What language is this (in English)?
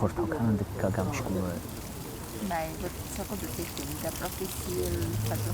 Ossetic